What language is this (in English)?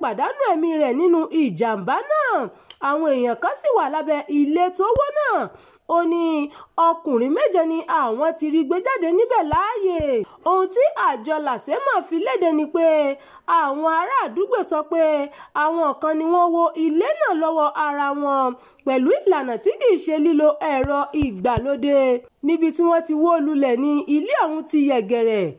Yoruba